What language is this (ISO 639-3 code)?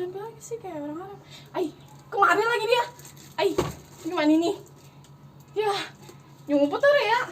bew